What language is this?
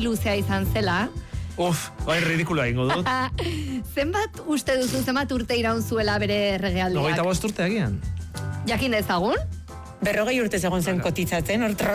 Basque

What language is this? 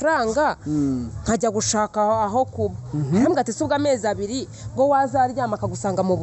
Kinyarwanda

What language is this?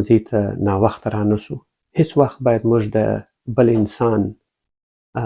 Pashto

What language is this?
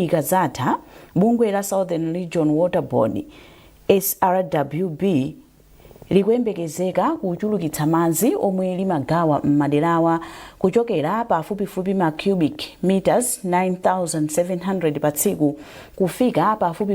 Nyanja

